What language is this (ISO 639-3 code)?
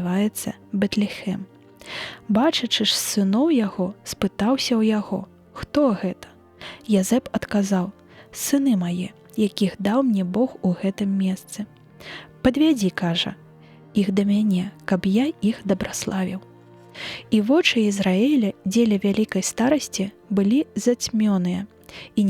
bel